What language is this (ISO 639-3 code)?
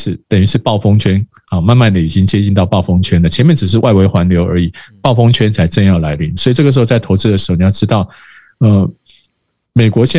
zho